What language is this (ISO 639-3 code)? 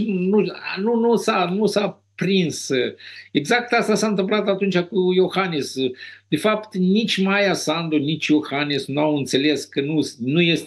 ron